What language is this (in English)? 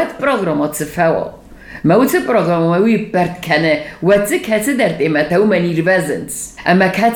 Serbian